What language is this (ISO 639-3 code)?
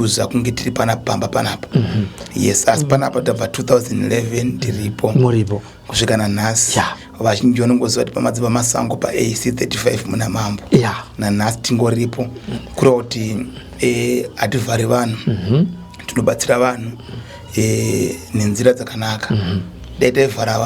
sna